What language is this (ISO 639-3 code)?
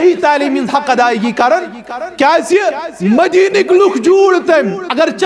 kas